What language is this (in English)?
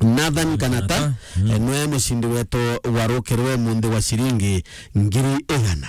Meru